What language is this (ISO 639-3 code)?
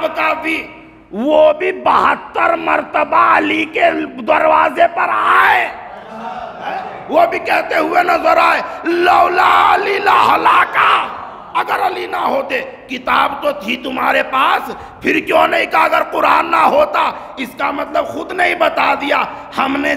urd